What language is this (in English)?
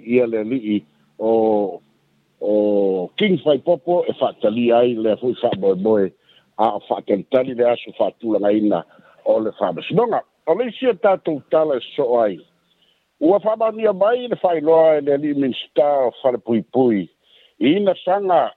Samoan